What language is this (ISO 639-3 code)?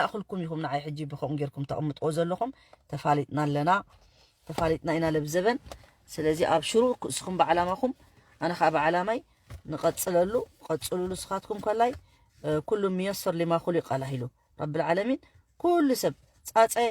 tir